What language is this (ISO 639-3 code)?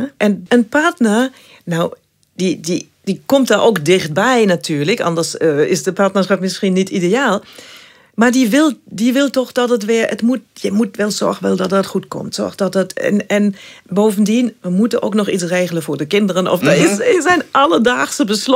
nld